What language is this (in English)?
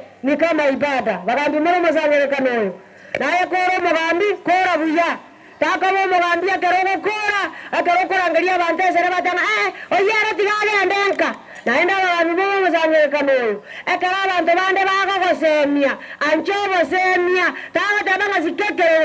Gusii